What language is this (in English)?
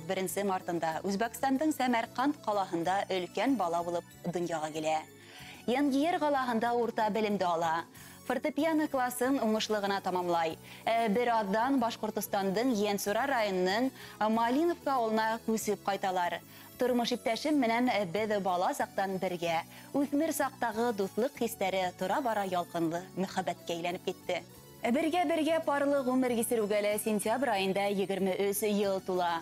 Bashkir